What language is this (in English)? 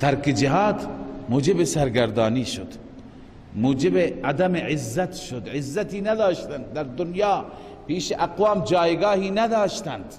Persian